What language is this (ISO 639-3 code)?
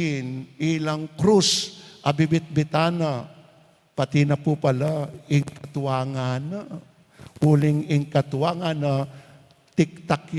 pam